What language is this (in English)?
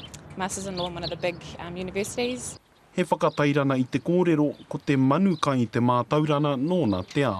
Māori